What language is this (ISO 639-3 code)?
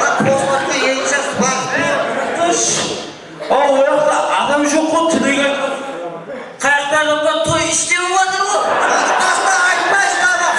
kaa